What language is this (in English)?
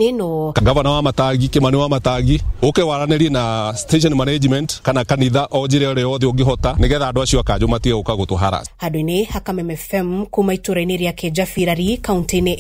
Kikuyu